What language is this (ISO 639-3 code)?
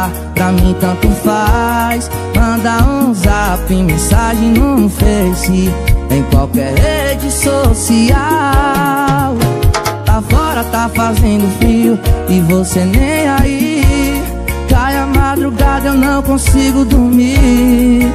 por